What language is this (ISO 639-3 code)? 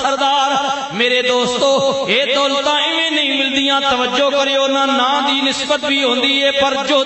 lah